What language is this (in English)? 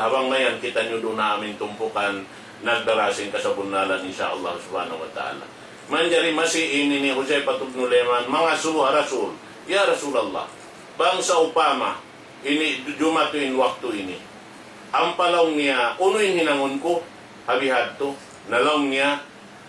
Tausug